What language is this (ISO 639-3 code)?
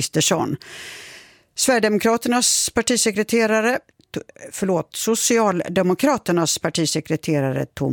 swe